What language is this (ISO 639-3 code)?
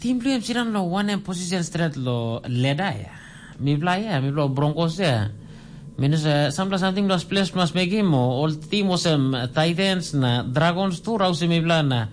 tpi